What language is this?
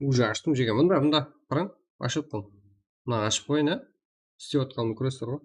Kara-Kalpak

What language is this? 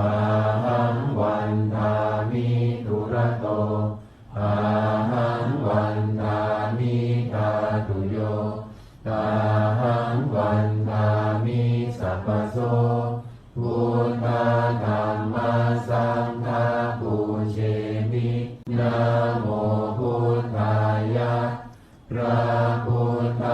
Pali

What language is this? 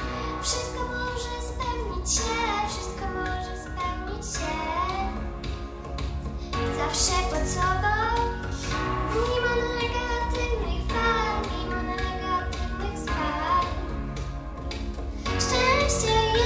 Polish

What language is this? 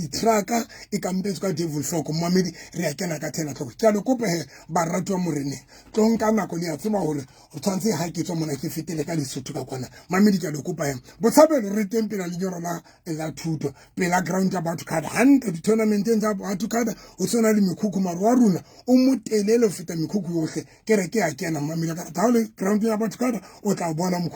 Southern Sotho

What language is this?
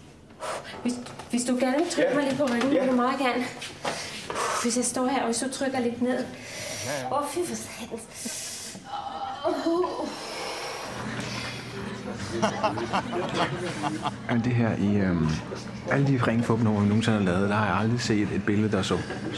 Danish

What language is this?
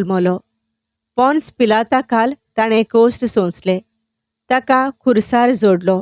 Konkani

